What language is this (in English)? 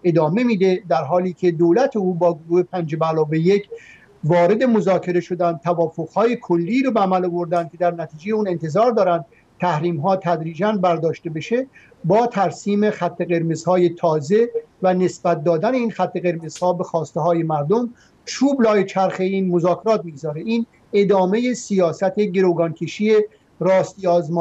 Persian